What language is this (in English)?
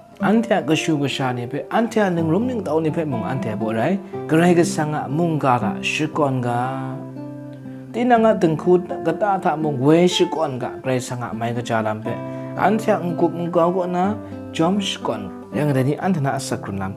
Kachin